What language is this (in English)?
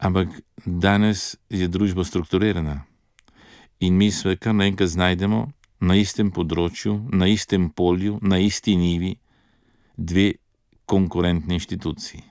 Slovenian